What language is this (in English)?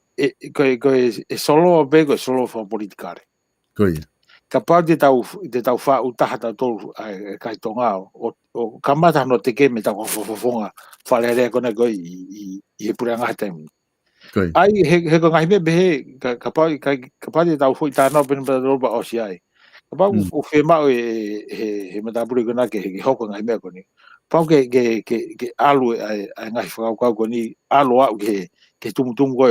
Tongan